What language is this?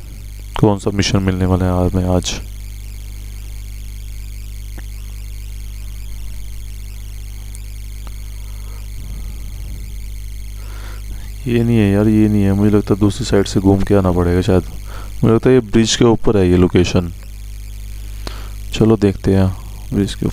Hindi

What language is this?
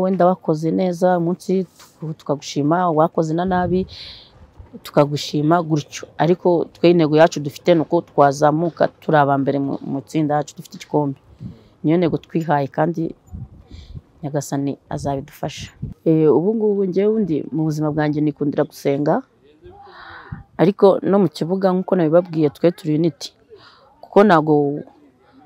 Kinyarwanda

